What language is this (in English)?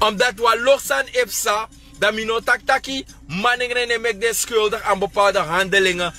Sranan Tongo